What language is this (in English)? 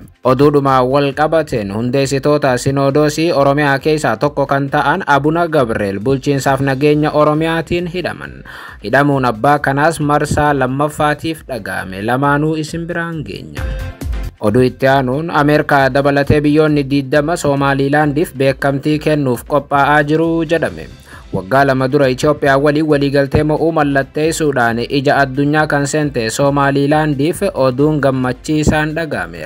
Oromo